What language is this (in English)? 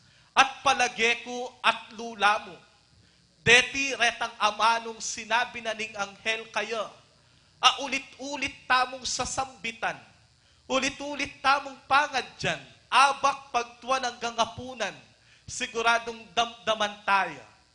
Pampanga